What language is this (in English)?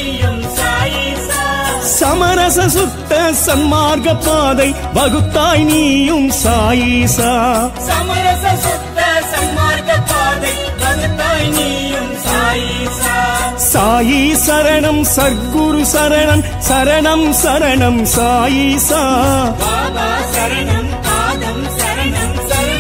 Tamil